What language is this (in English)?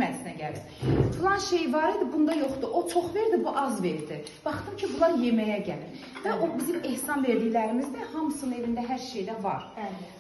Azerbaijani